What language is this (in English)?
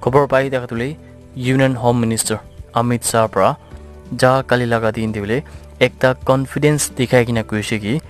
Naga Pidgin